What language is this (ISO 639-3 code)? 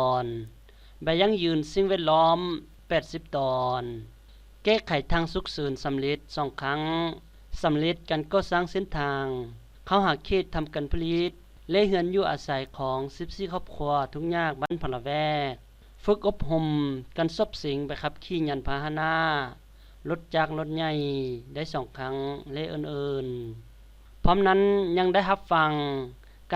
lao